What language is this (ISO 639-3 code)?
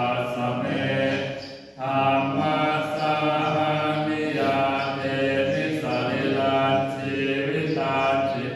pli